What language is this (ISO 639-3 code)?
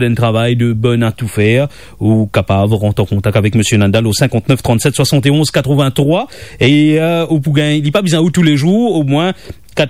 mfe